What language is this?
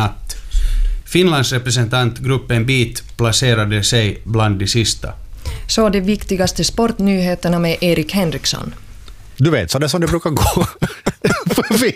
Swedish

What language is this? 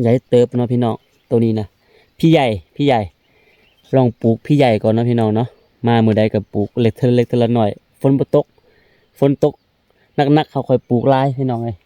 Lao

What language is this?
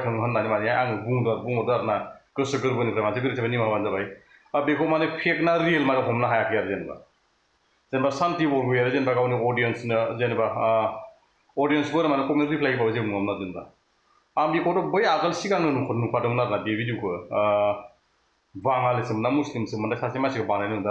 Bodo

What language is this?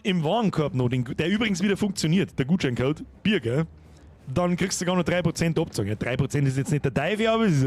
Bavarian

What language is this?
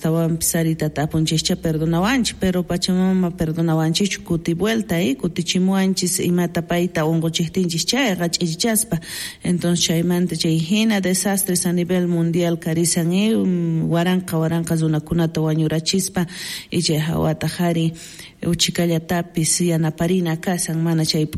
South Bolivian Quechua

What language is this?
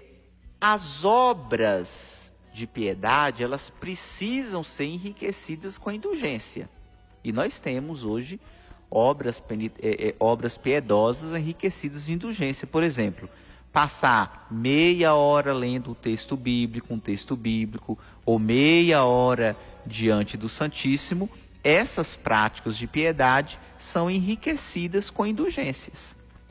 Portuguese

